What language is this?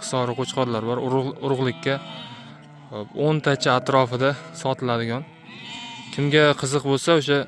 Uzbek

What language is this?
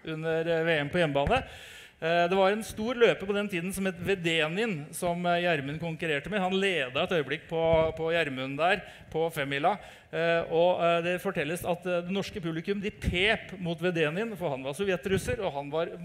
Norwegian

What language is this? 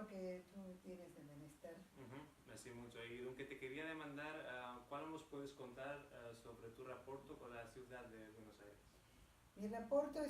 Ladino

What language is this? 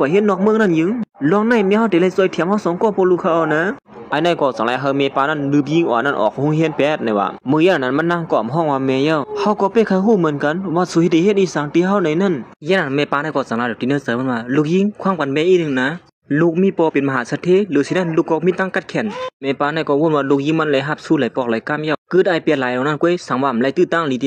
Shan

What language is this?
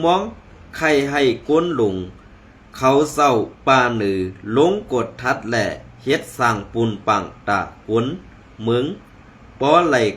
Shan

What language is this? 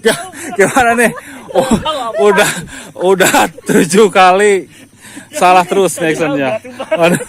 Betawi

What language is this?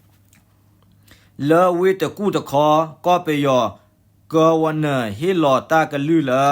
S'gaw Karen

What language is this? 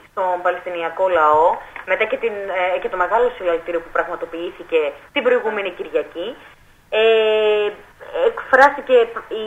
Greek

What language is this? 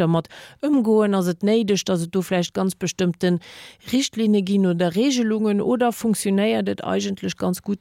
Luxembourgish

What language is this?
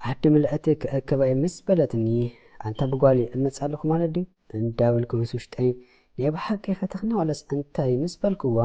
Tigrinya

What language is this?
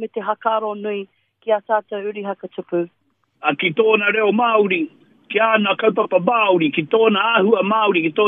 Māori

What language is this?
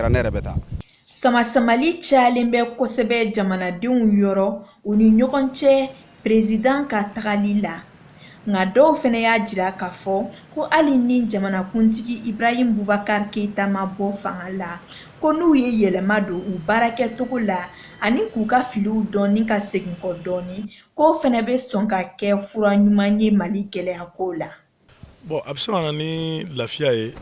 Bambara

